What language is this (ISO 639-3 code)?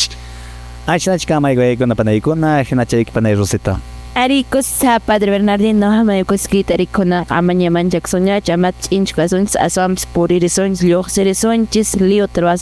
que